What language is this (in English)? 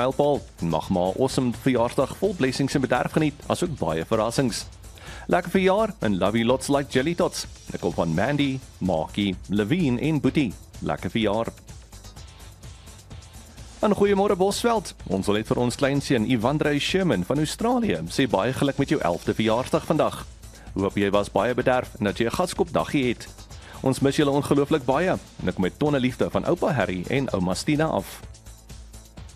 Afrikaans